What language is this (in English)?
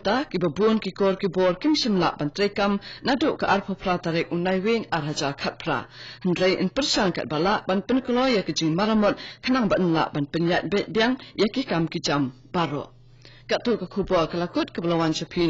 Khasi